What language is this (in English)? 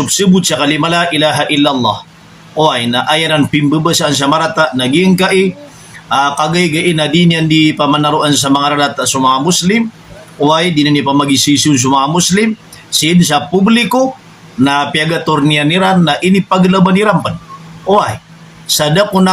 Maranao